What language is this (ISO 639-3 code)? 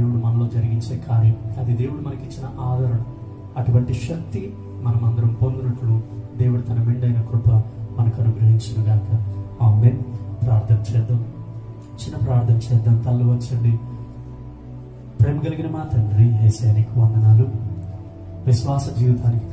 tel